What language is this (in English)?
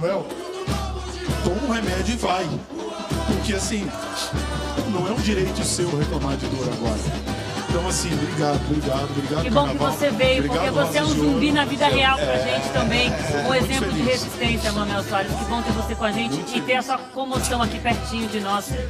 Portuguese